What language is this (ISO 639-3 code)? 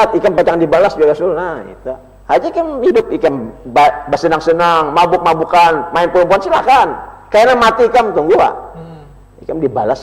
bjn